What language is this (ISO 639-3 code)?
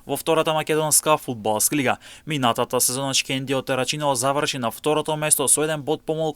mkd